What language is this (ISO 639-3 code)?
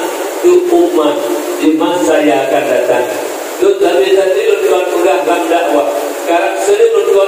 ace